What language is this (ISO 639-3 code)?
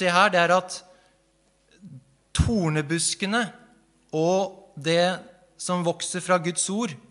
nor